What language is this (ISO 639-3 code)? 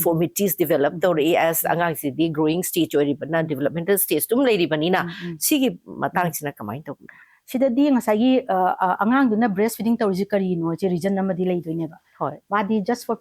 mni